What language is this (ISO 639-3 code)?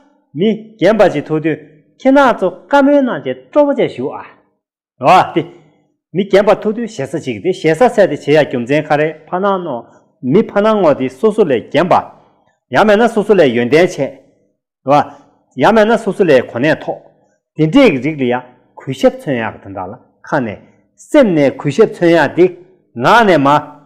bod